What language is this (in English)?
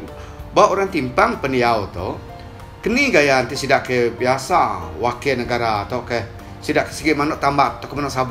Iban